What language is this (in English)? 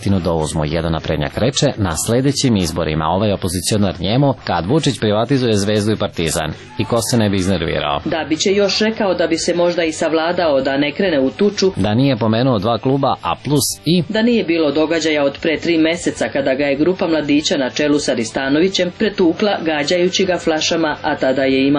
Serbian